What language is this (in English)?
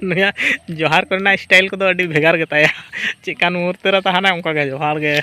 Santali